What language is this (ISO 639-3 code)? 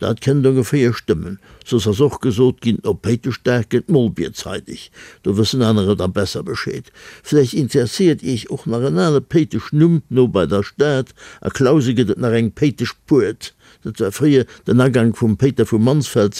ltz